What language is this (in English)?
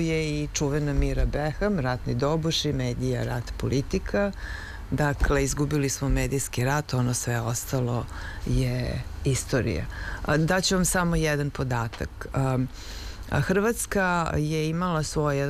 Serbian